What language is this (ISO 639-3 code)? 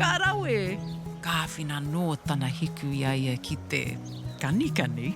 mri